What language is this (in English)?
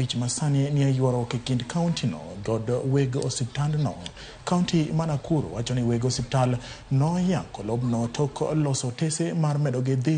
Luo (Kenya and Tanzania)